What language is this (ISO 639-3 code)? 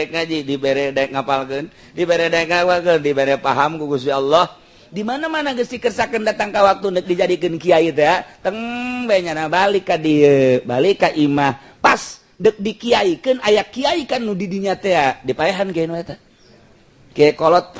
sun